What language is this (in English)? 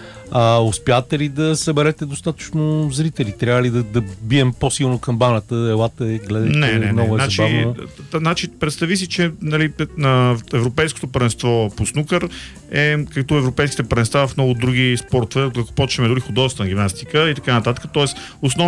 Bulgarian